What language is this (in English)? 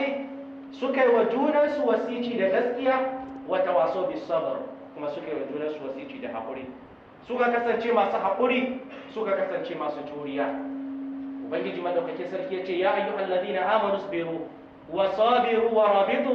Hausa